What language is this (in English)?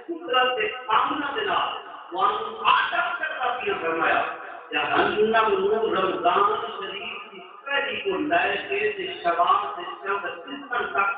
Saraiki